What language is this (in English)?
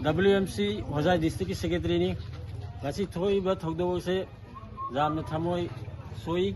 Manipuri